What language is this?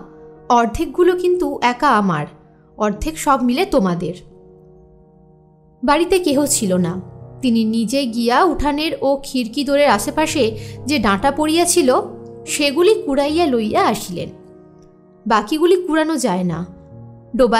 Bangla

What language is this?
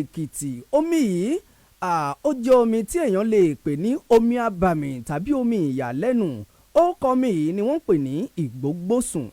Yoruba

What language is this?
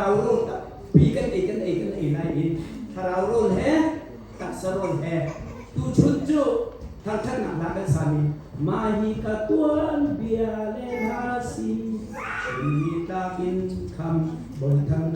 Hakha Chin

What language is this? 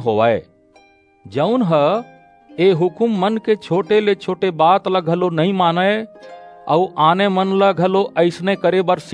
Chhattisgarhi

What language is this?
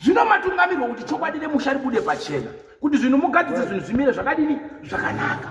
Shona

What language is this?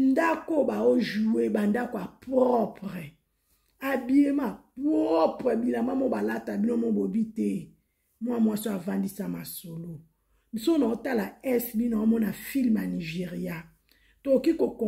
Lingala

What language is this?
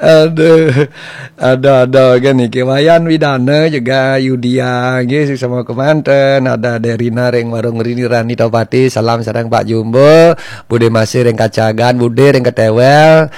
Balinese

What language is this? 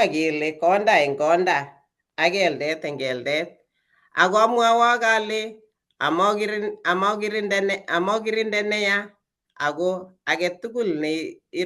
Kalenjin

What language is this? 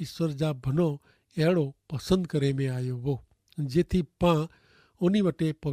Kachhi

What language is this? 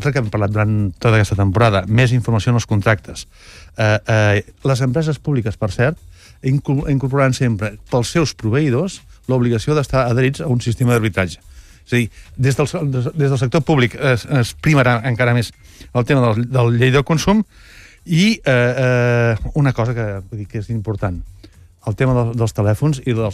Catalan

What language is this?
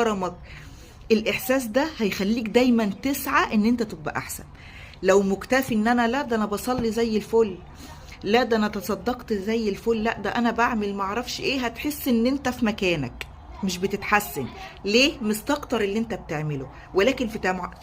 Egyptian Arabic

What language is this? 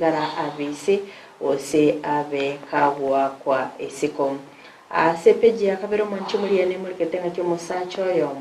Gusii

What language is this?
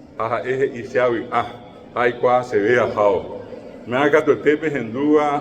Guarani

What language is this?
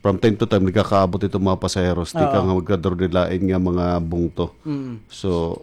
Waray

